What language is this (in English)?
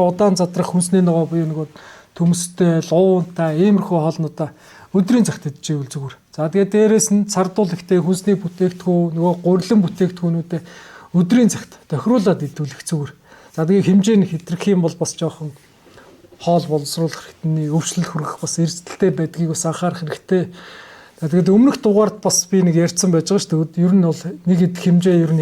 Mongolian